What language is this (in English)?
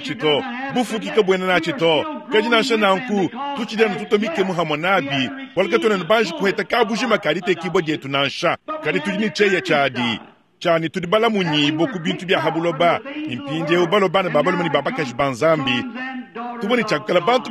Luba-Lulua